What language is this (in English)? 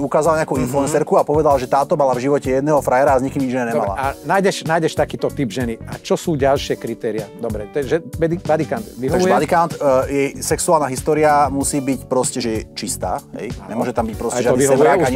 Slovak